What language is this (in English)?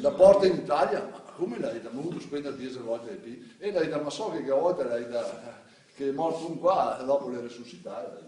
Venetian